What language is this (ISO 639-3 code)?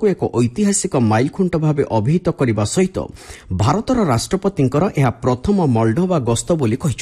ori